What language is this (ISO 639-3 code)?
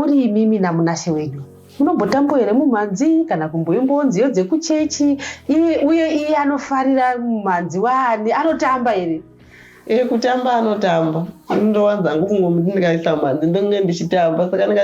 sna